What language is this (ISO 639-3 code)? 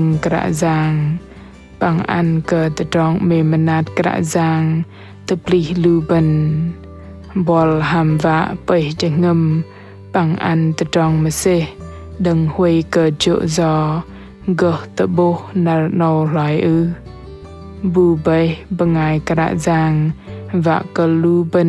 bdq